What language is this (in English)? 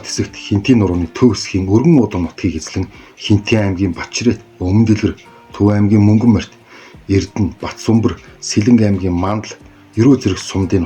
Mongolian